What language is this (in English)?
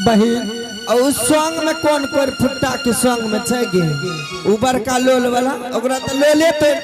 Angika